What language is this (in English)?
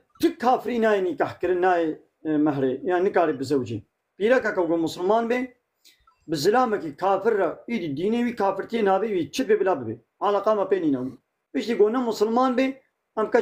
Kurdish